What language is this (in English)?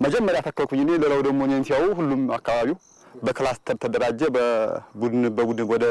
Amharic